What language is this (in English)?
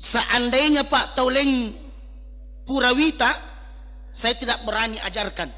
Buginese